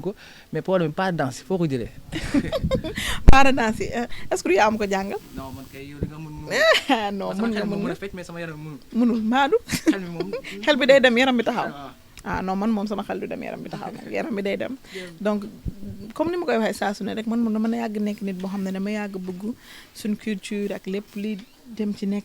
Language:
Wolof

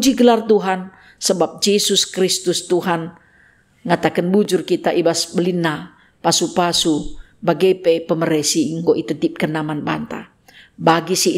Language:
Batak Karo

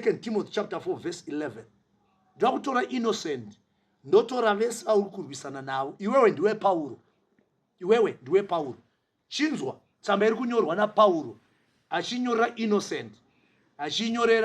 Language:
Shona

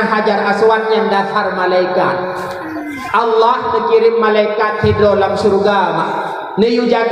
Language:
Achinese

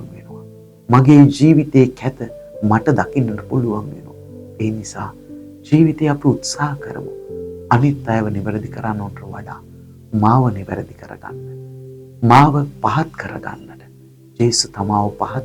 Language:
Sinhala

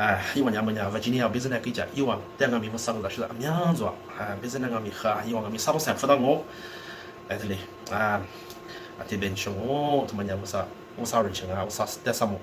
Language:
Lisu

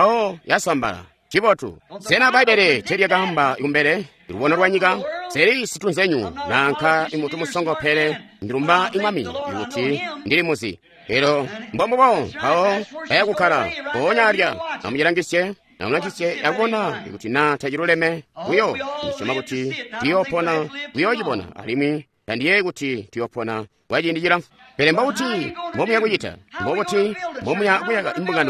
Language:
Tonga (Zambia)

